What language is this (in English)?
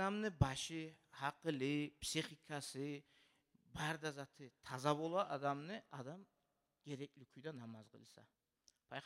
Kumyk